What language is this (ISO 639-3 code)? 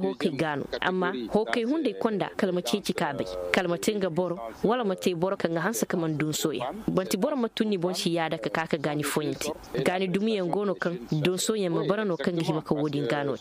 ses